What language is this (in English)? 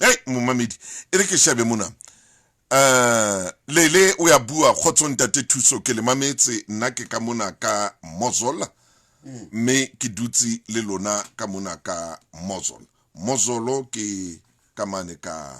Southern Sotho